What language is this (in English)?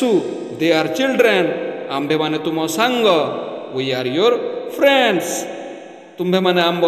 Odia